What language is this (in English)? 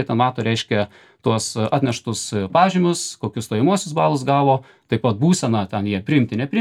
Lithuanian